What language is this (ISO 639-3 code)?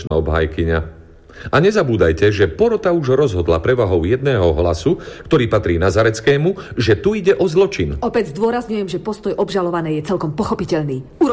slk